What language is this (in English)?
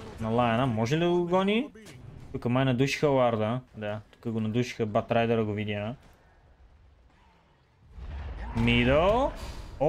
Bulgarian